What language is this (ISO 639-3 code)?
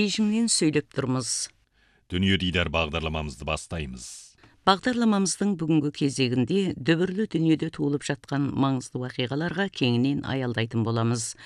kaz